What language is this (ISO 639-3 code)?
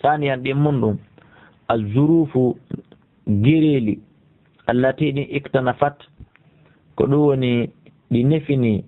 ful